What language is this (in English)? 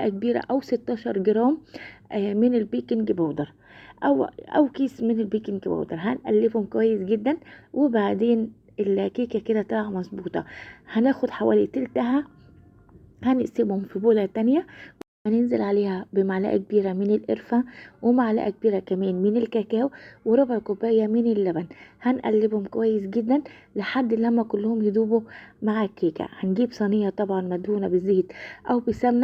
Egyptian Arabic